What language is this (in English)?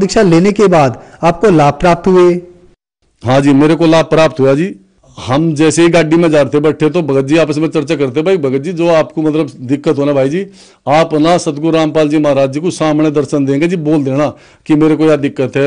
Hindi